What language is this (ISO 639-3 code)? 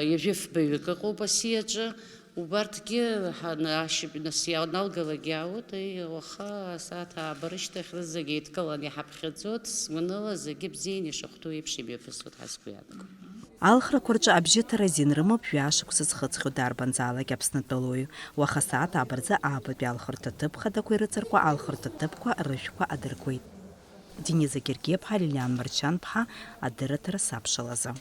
abk